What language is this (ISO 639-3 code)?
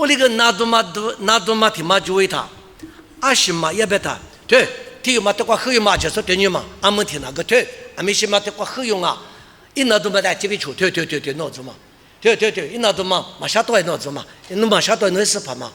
lis